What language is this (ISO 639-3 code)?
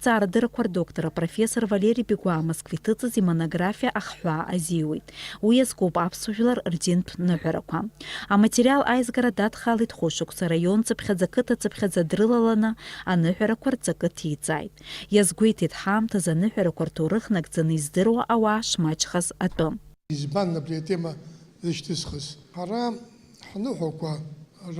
abk